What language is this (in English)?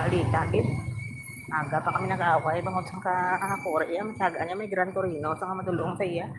Hiligaynon